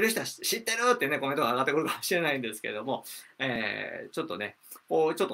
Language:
Japanese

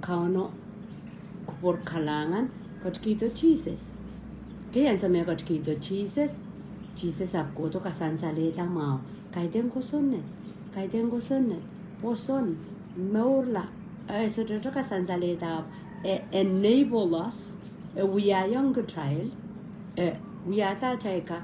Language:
Pohnpeian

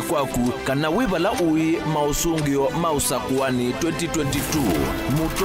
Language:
Kamba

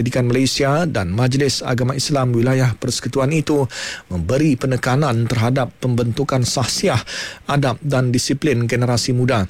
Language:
Malay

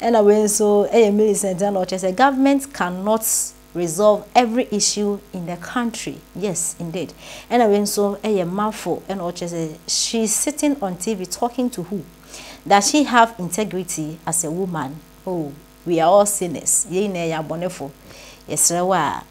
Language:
Akan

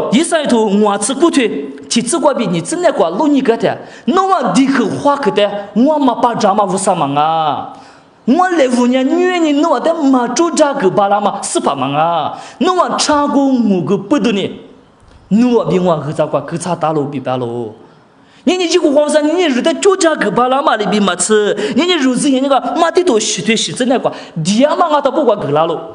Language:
Lisu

